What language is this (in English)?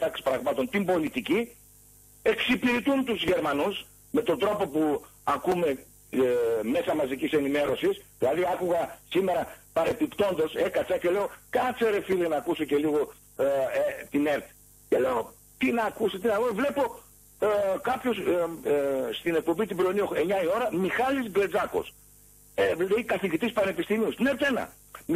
Greek